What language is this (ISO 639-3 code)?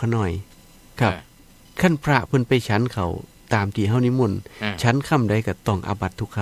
tts